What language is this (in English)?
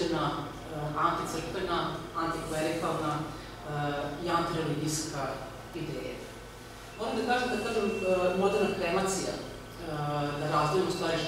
Serbian